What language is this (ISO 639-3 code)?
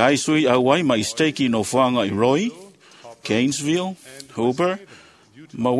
smo